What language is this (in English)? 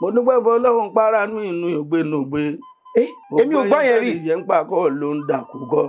Yoruba